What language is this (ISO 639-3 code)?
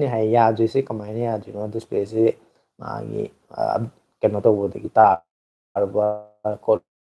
mni